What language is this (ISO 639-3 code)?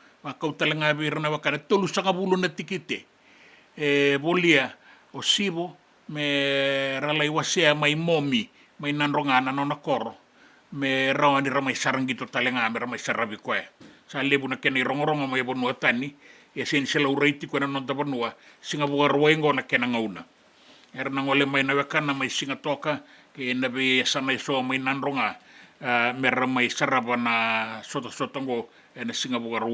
fij